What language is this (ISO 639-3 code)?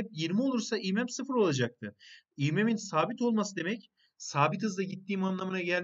tur